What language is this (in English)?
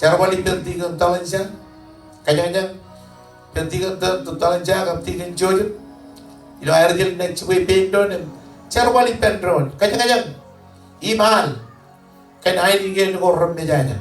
Marshallese